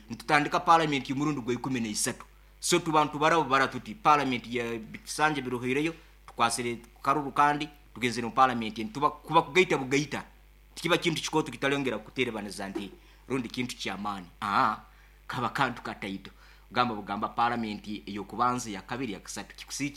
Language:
Nyoro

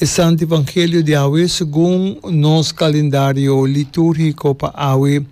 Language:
Papiamento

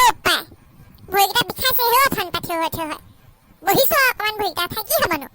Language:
Assamese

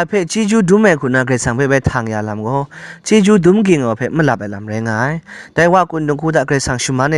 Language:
Kachin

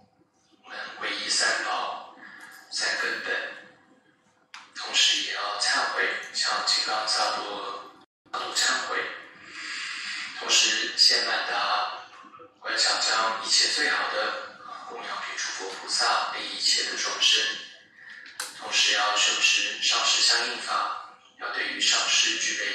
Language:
Chinese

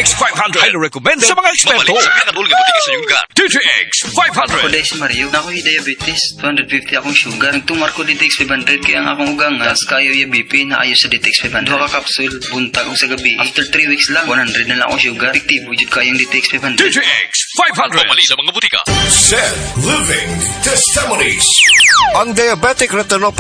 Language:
Cebuano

